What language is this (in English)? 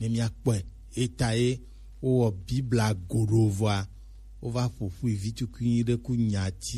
Gen